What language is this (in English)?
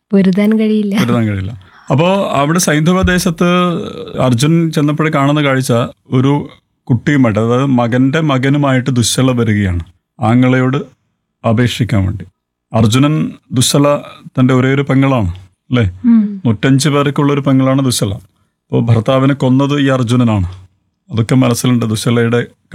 Malayalam